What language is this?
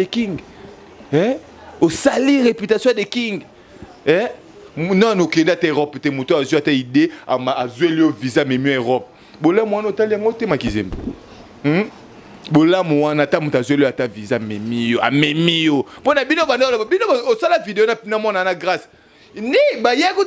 Lingala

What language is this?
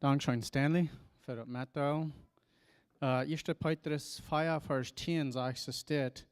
Plautdietsch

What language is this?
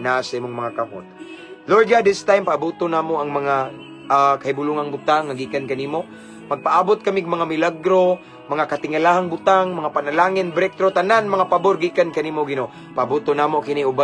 Cebuano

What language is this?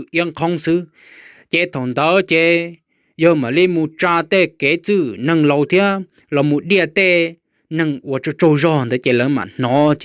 Hmong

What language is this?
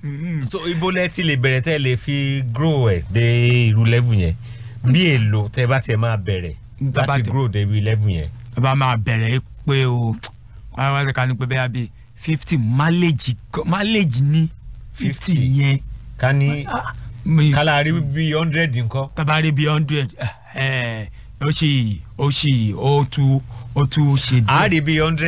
Yoruba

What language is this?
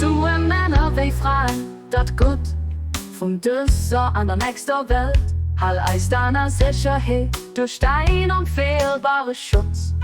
Luxembourgish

